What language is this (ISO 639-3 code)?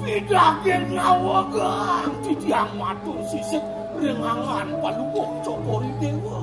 ban